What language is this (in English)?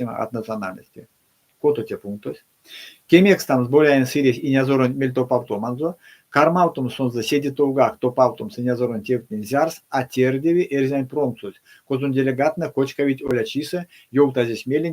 Erzya